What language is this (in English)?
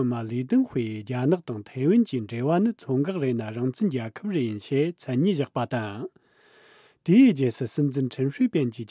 Tibetan